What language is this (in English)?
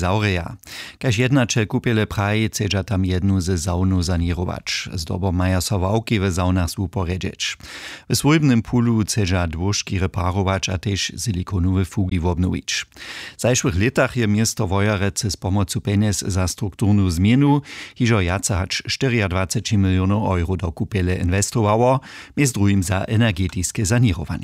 Upper Sorbian